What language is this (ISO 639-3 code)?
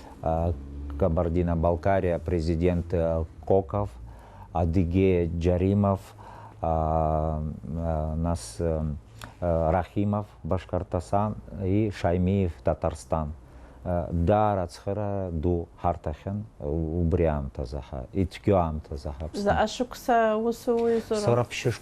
abk